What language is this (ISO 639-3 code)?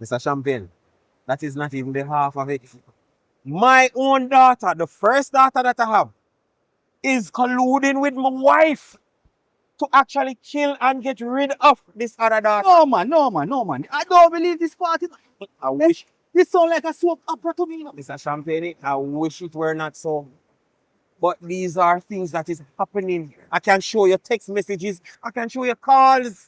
jam